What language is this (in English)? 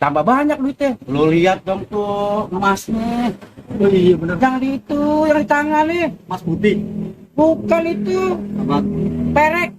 Betawi